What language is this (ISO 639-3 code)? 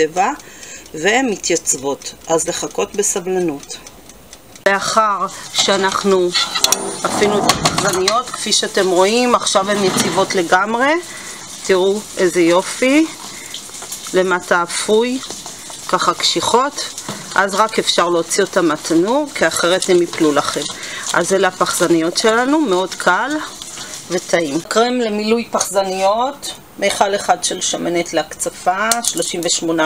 heb